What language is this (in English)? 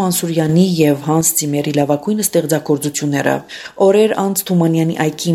Armenian